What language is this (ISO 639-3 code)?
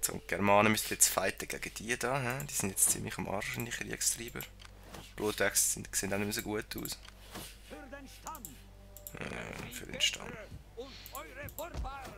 gsw